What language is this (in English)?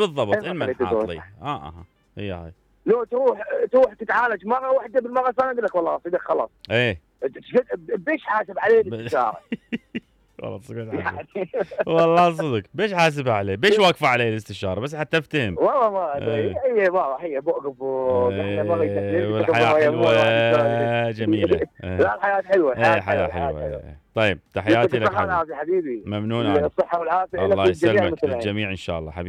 Mesopotamian Arabic